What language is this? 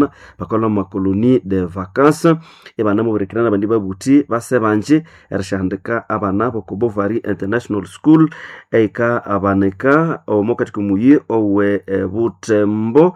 Nande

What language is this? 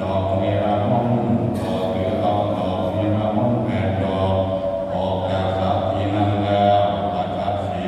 Northeastern Thai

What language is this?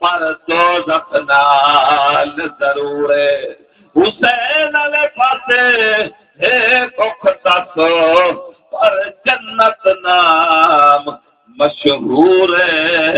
Saraiki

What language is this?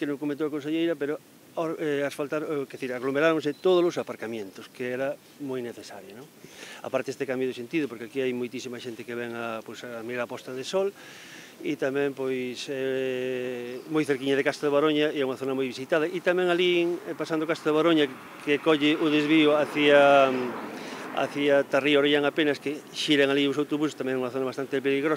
Galician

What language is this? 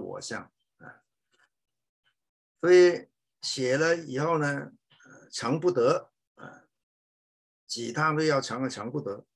Chinese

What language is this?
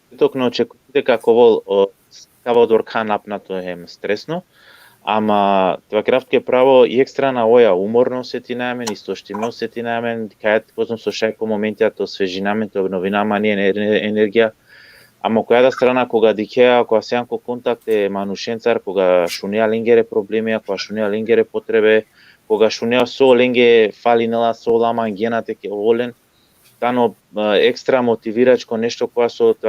Balkan Romani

